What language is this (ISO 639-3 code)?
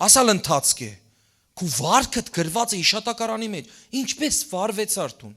hyw